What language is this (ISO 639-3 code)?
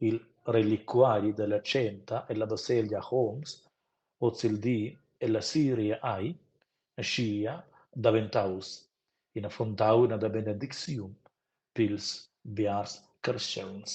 roh